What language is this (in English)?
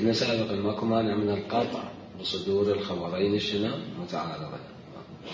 Mesopotamian Arabic